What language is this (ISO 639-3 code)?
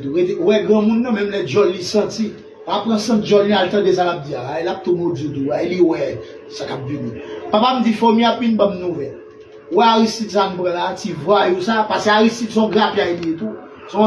hat